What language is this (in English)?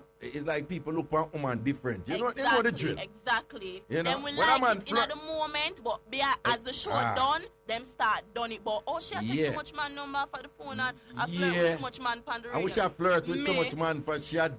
Jamaican Creole English